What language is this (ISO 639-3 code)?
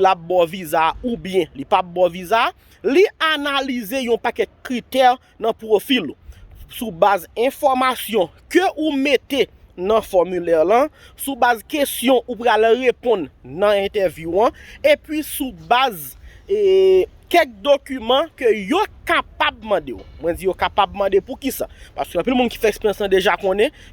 hat